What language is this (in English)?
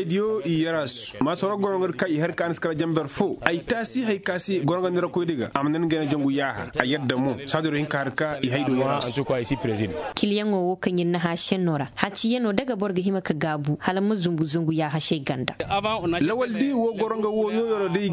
Koyraboro Senni